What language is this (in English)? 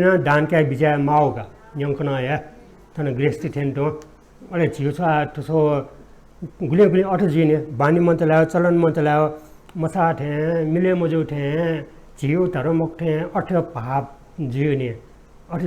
Newari